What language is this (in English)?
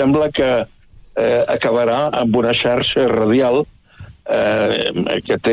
Catalan